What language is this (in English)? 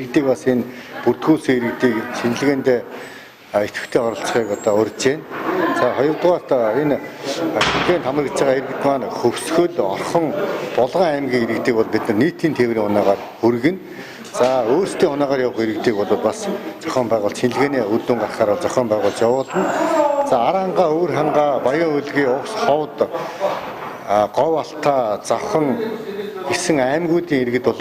Mongolian